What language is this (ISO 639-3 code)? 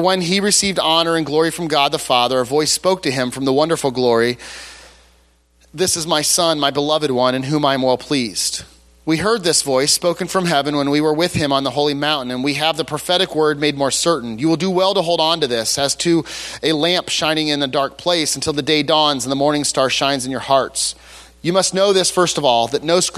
eng